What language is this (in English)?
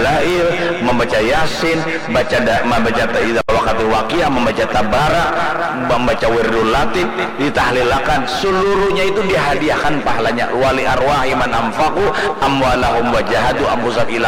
Banjar